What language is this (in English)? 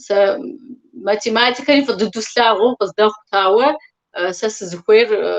Kabardian